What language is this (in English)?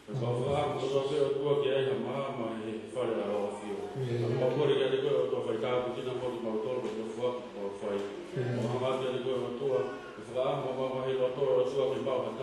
Tongan